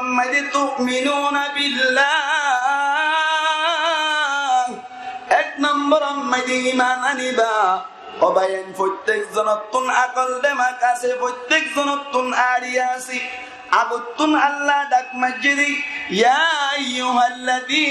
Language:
Rohingya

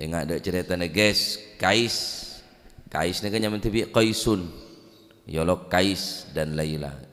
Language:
Madurese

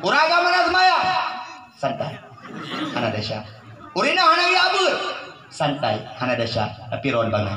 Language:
Achinese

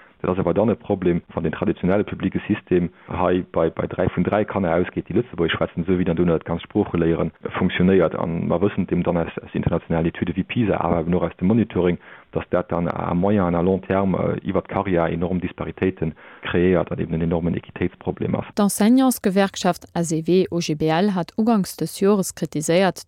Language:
Luxembourgish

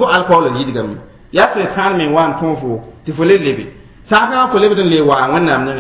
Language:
Mossi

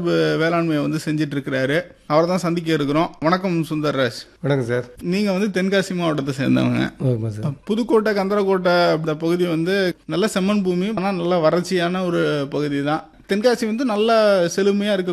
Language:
Tamil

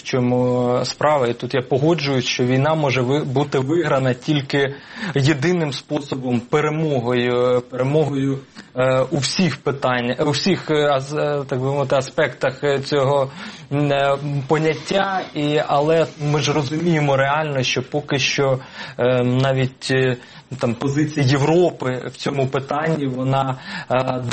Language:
Ukrainian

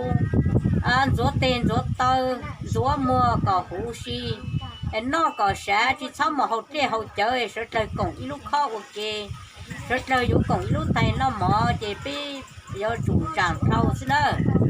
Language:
Hmong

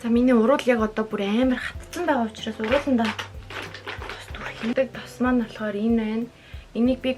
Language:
Mongolian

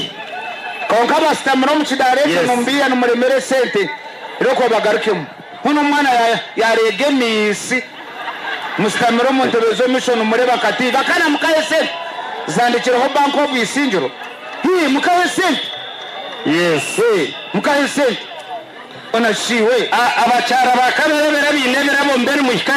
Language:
Nyankole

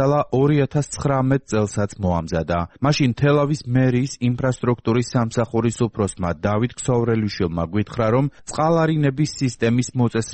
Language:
Georgian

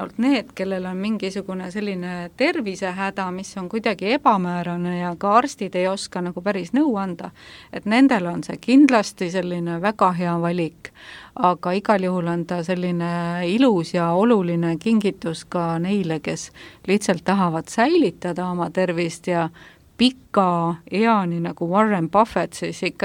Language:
Estonian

